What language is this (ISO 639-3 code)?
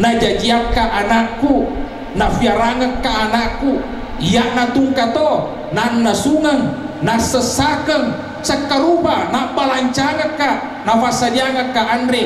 bug